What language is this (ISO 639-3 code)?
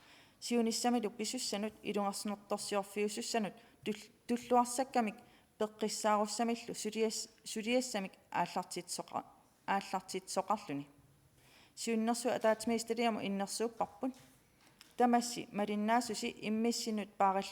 kal